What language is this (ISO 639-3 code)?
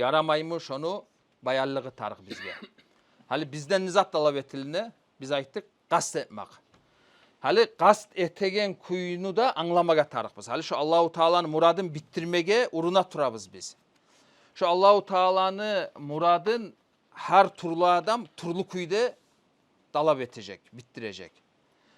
kum